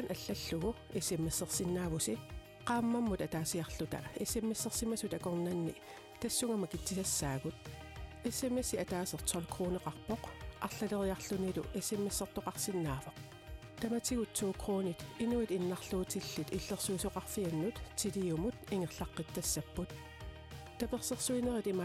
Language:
Kalaallisut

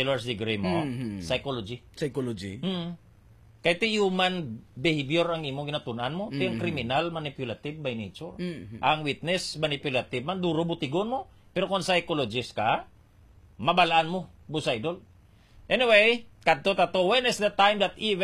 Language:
Hiligaynon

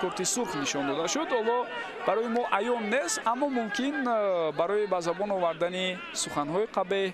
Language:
Tajik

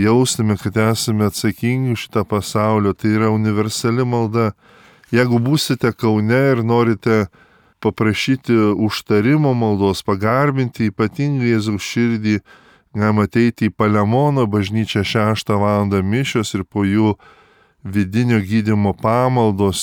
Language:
Lithuanian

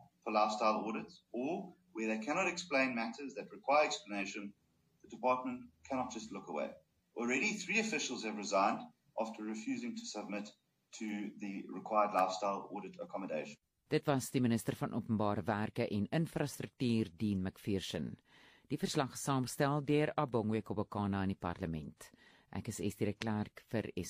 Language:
Afrikaans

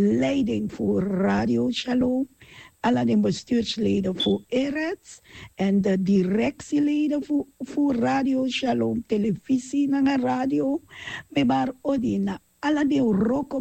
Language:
Sranan Tongo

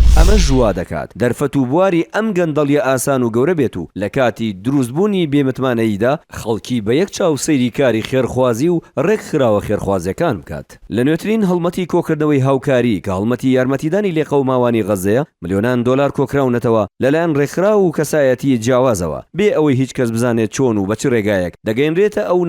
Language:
Central Kurdish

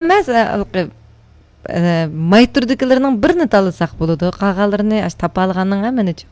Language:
Uyghur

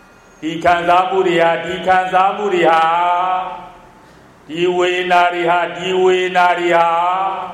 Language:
Burmese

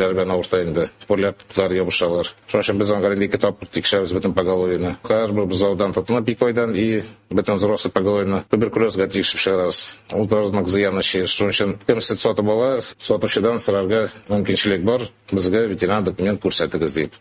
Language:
Tatar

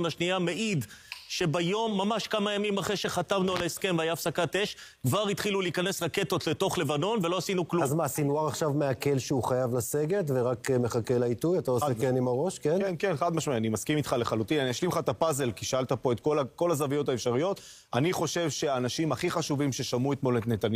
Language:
Hebrew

